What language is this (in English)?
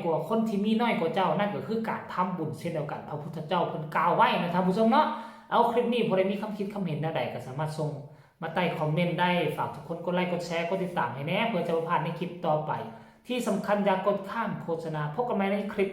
Northeastern Thai